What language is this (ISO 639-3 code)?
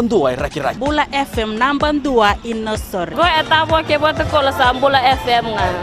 fij